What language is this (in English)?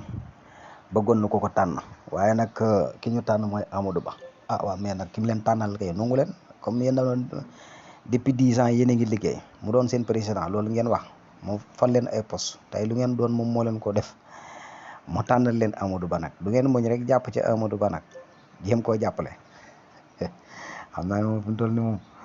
Wolof